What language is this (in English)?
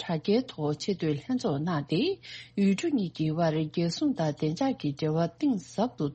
Tibetan